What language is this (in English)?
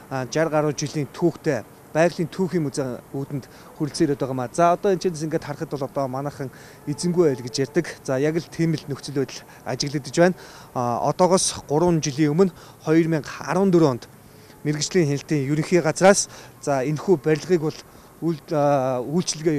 Mongolian